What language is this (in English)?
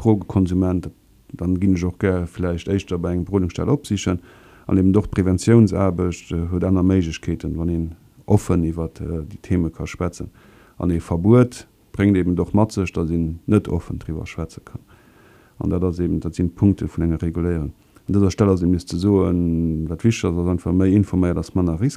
Luxembourgish